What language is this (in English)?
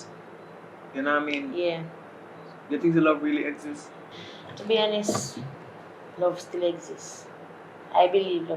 Jamaican Creole English